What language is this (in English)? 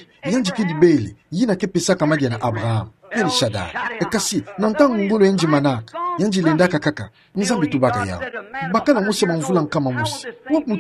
Kituba (Democratic Republic of Congo)